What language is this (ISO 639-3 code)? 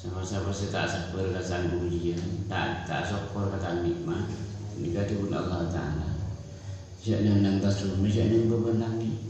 mad